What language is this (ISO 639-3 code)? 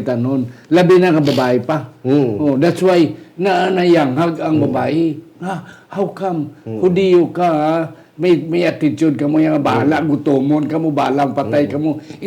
hil